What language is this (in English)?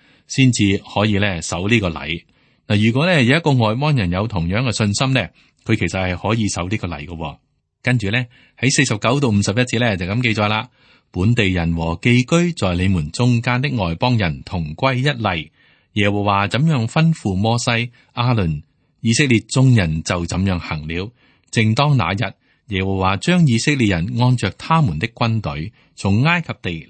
Cantonese